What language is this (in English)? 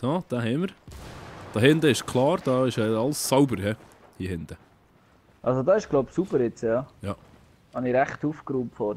Swiss German